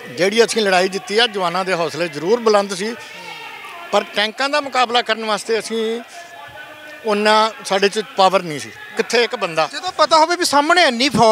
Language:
Punjabi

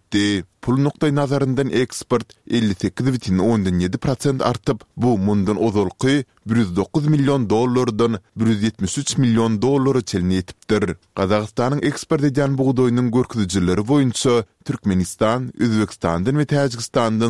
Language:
Turkmen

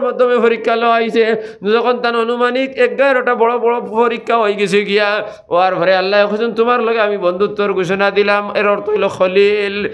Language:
Sylheti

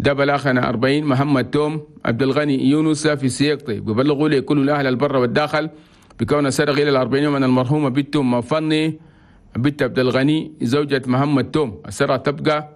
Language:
Chadian Arabic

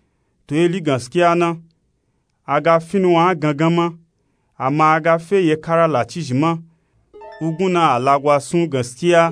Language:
Nupe-Nupe-Tako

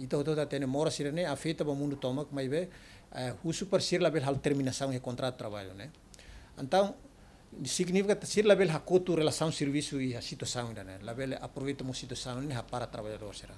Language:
Tetum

